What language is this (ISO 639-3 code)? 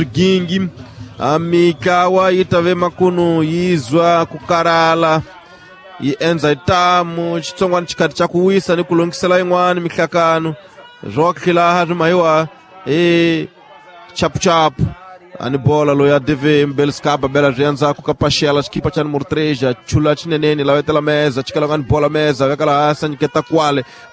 tso